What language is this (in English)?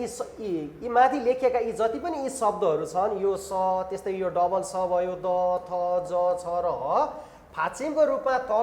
Nepali